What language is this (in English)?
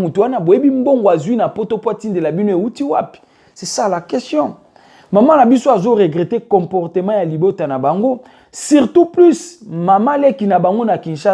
Lingala